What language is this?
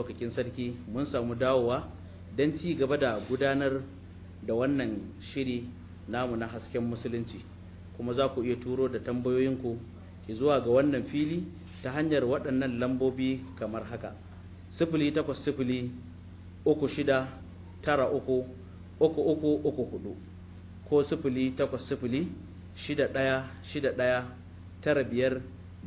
Hausa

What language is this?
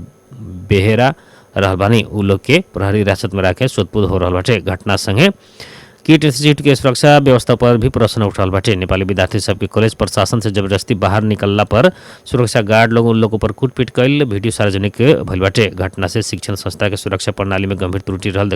Bhojpuri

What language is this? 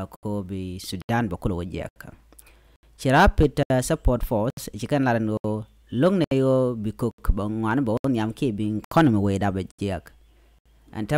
Nuer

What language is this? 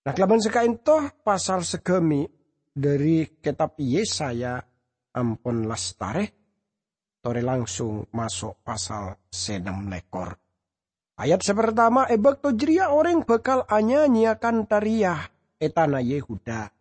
Madurese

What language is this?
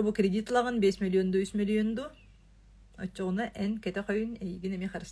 Yakut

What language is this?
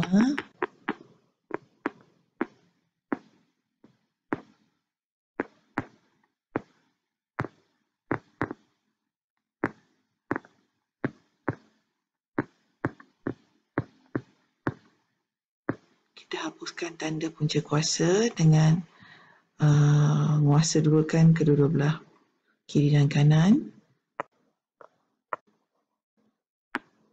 Malay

